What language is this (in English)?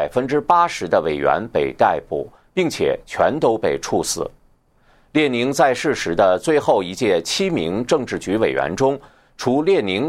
Chinese